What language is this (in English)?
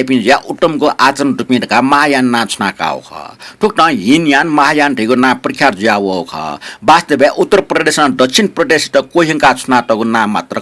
Newari